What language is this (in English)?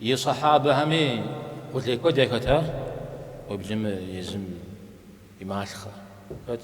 Kabardian